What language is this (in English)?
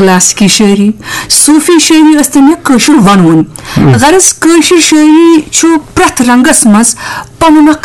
Kashmiri